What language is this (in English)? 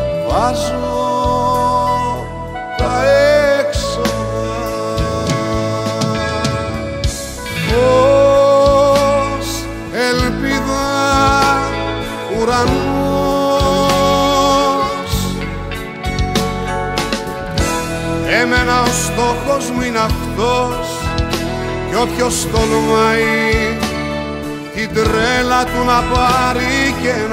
Greek